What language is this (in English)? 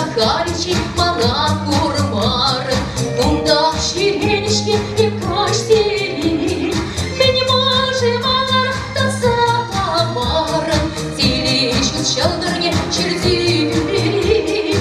Chuvash